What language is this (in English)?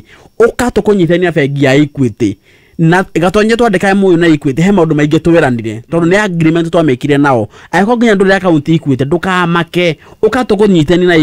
Kikuyu